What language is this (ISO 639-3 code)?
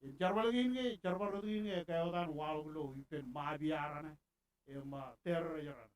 mah